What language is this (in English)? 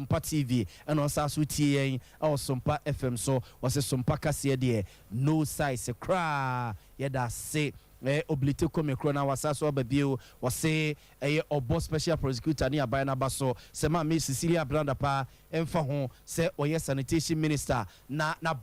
Akan